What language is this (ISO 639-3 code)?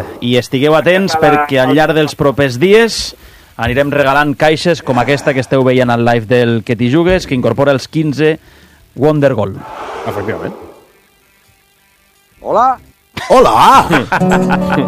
cat